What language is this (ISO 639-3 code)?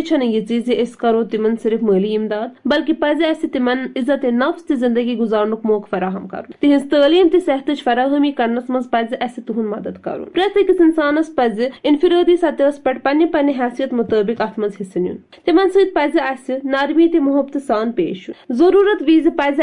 kas